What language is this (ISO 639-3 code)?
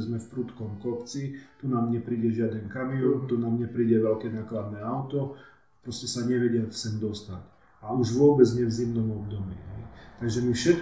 slk